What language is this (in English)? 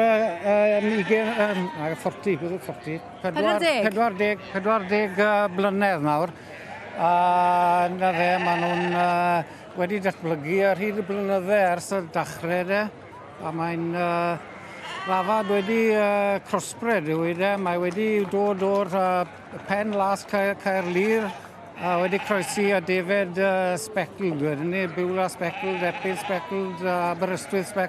Welsh